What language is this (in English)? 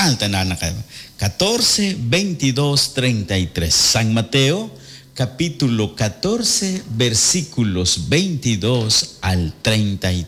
Kekchí